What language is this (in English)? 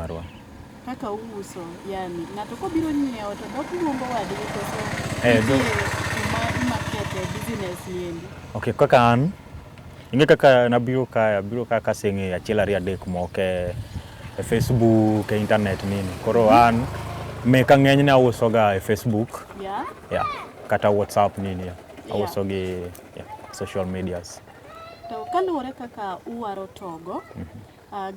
Luo (Kenya and Tanzania)